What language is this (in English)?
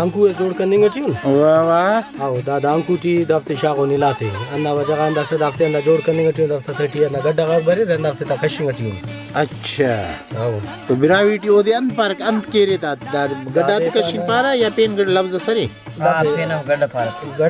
Brahui